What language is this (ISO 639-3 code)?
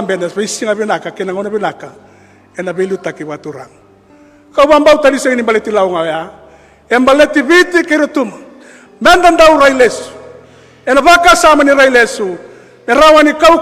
fij